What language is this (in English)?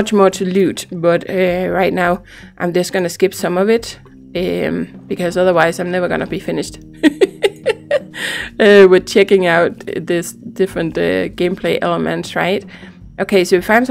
English